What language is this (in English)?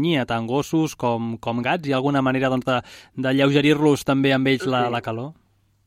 Catalan